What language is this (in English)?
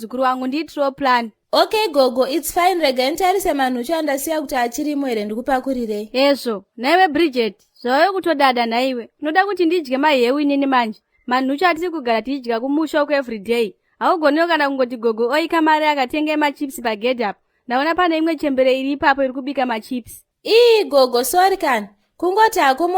Shona